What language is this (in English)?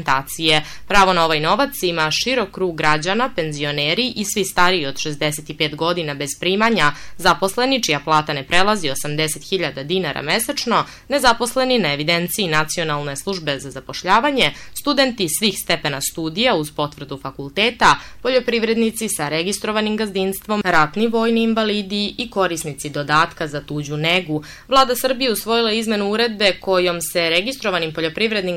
Serbian